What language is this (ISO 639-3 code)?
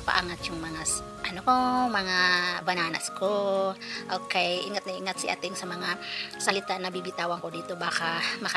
fil